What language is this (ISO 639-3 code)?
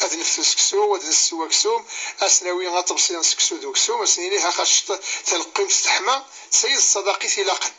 kab